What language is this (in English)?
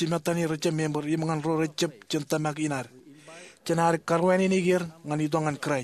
Marshallese